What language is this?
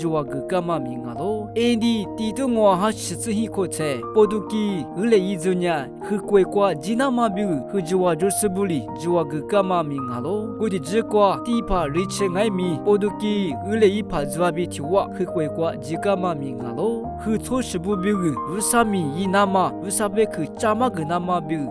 Lisu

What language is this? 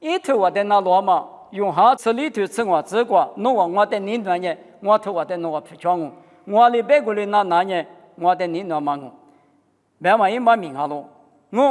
Lisu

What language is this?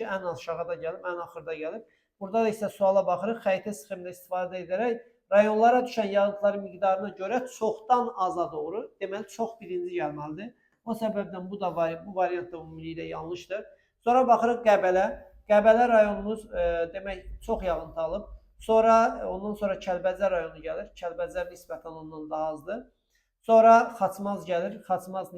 Azerbaijani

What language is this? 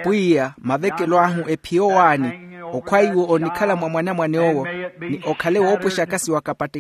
Makhuwa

